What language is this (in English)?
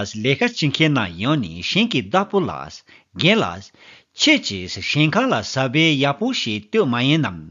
Tibetan